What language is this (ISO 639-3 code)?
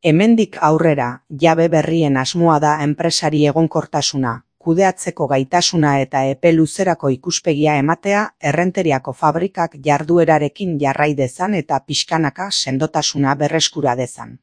eus